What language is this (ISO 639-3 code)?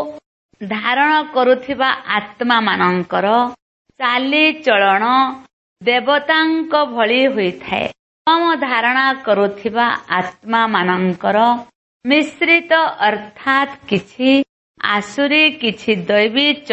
ori